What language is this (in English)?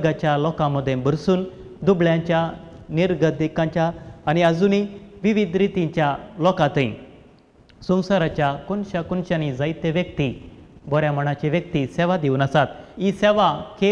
Konkani